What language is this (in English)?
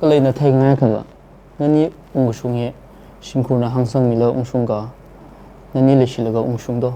Tangkhul Naga (India)